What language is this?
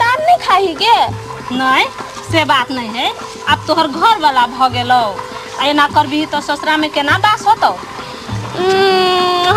Maithili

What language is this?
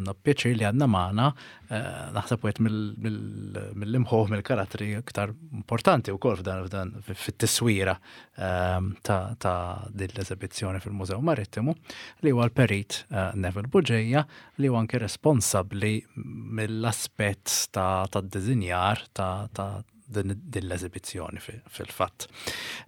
Maltese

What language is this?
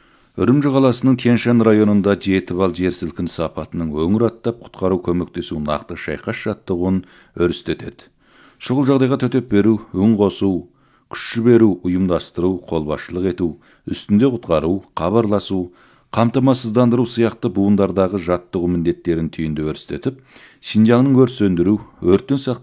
Kazakh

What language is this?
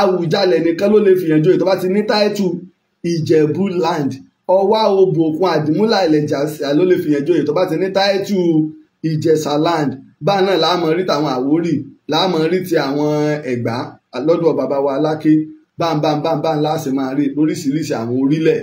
Yoruba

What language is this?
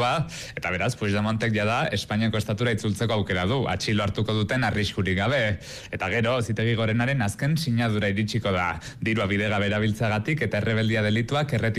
Basque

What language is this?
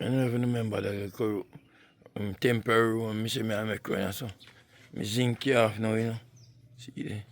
Jamaican Creole English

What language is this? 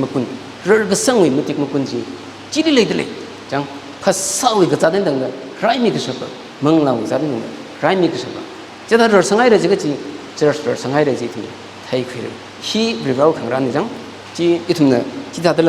Tangkhul Naga (India)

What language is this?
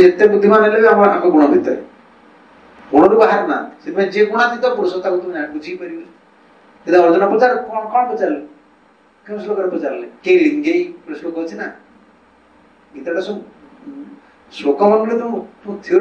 Odia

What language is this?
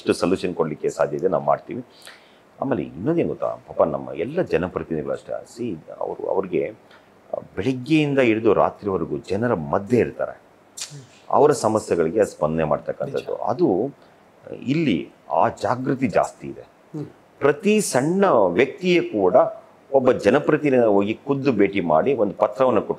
Kannada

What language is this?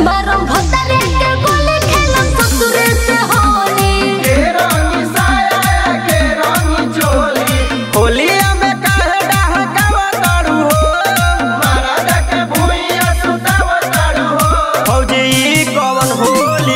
Bhojpuri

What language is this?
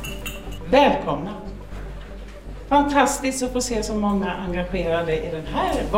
Swedish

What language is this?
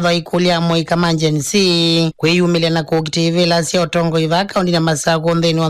Kamba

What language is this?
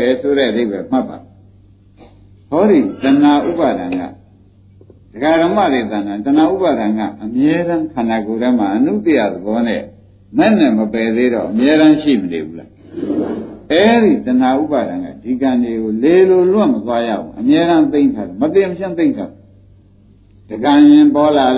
Burmese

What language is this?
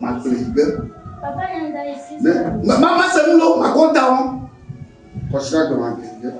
Ewe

